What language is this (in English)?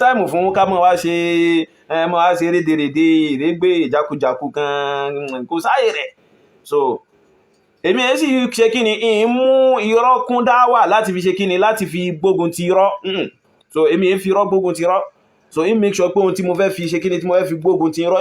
Yoruba